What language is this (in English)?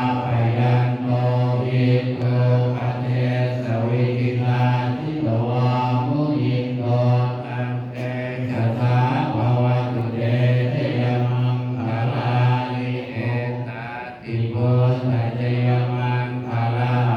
Pali